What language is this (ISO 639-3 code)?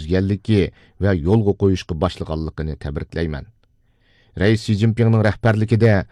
uig